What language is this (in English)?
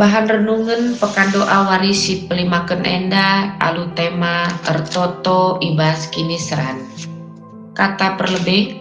Batak Karo